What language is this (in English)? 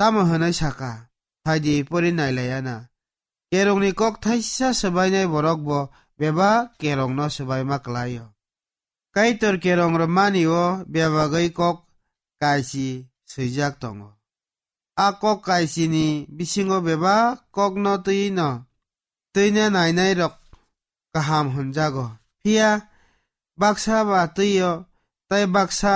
Kok Borok